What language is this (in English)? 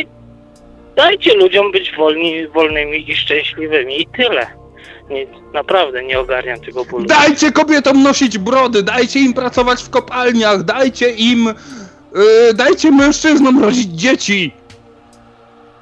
Polish